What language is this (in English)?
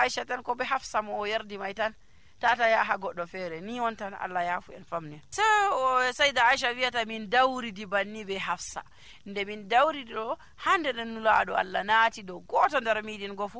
Nigerian Fulfulde